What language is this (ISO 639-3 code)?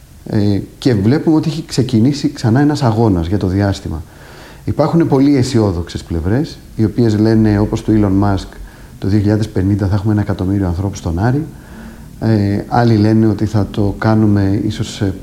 ell